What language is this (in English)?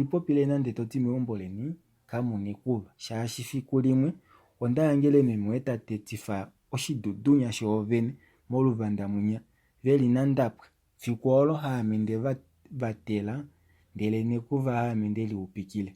Kuanyama